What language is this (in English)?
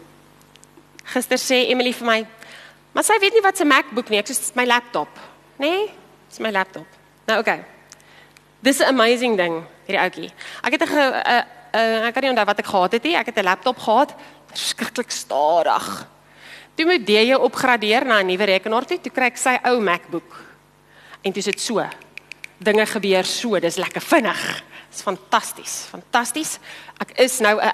Afrikaans